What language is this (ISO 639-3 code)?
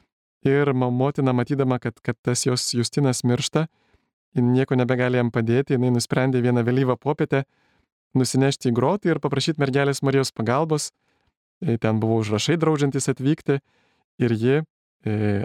lit